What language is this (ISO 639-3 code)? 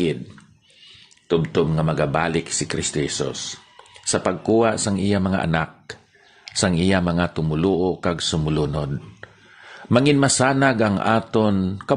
hil